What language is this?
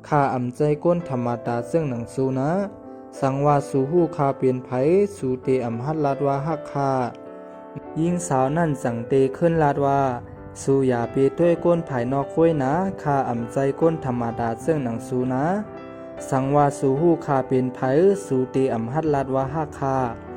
Shan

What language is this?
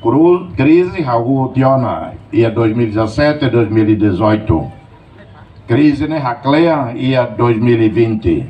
Tetum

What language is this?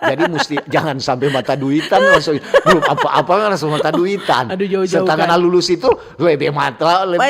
Manado Malay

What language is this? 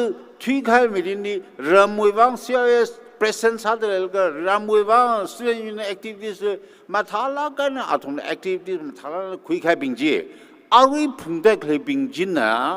Tangkhul Naga (India)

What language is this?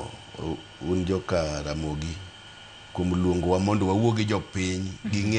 Luo (Kenya and Tanzania)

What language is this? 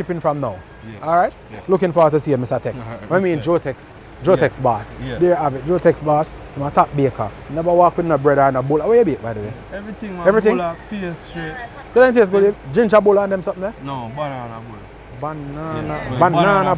Jamaican Creole English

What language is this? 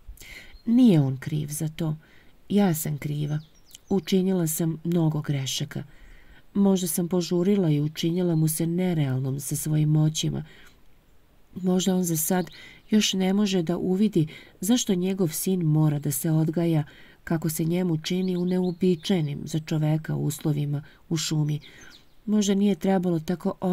Serbian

